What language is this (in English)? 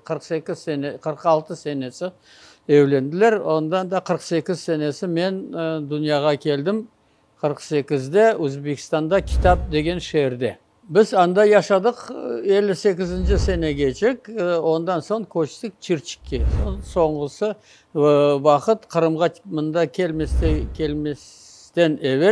Crimean Tatar